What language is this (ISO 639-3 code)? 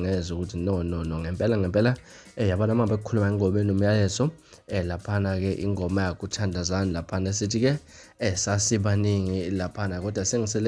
zul